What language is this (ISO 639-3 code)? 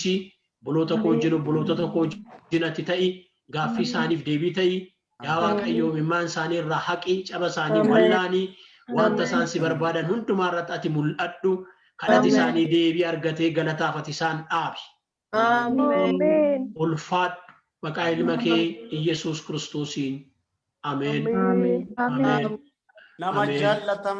orm